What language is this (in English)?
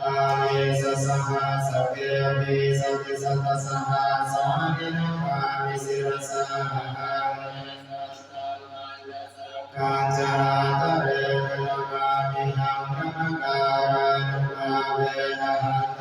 Pali